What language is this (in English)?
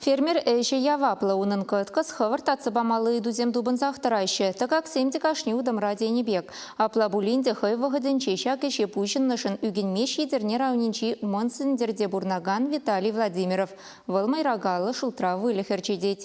Chuvash